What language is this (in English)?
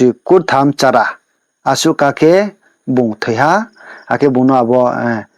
Riang (India)